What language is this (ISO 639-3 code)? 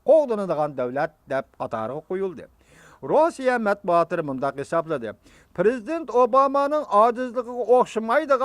uig